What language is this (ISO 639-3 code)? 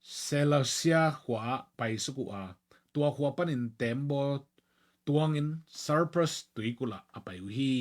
ctd